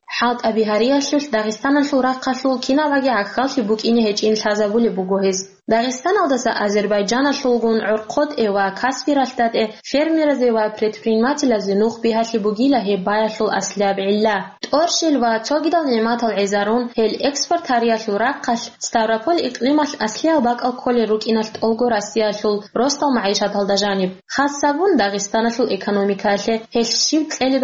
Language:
Avaric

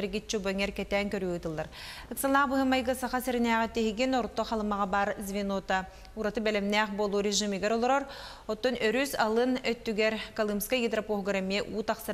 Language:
Yakut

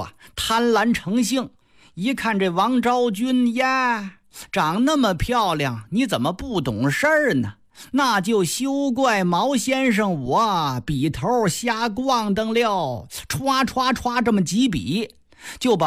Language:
Chinese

